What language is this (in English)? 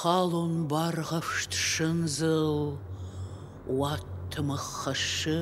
Ossetic